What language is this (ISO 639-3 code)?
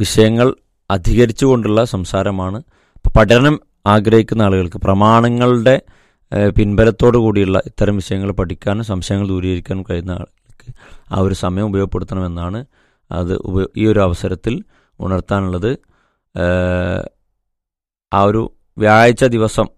mal